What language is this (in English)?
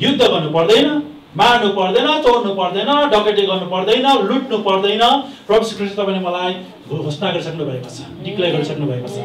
Nepali